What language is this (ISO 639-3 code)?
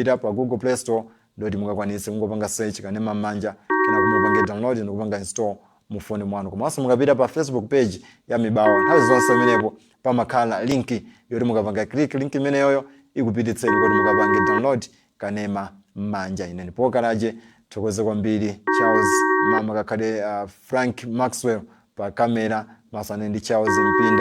nya